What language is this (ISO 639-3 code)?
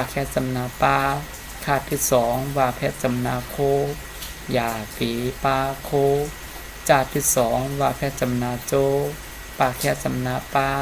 shn